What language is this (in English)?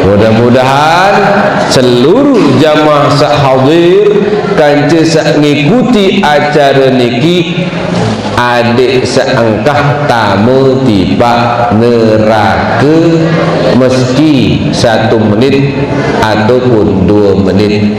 Sasak